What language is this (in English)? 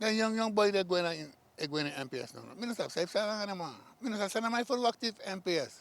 Sranan Tongo